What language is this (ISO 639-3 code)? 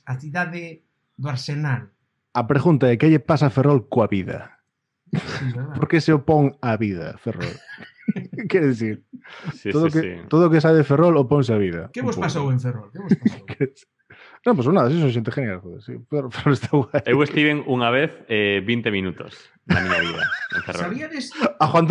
glg